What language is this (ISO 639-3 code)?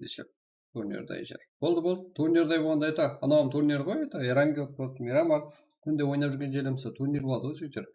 kaa